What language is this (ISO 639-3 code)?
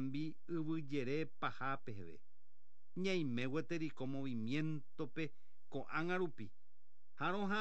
grn